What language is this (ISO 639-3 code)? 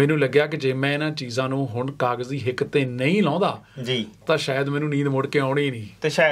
pan